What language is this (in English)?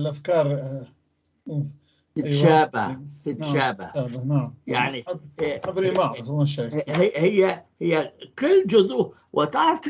North Levantine Arabic